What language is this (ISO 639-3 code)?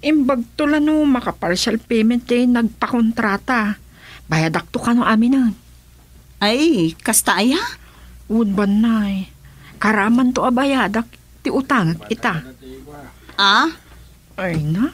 ilo